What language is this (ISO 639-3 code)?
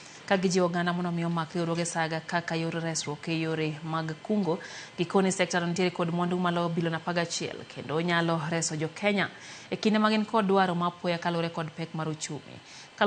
luo